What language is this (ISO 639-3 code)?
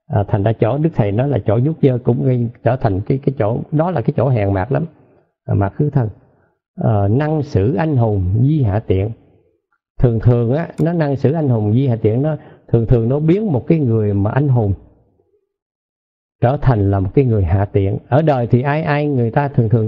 vie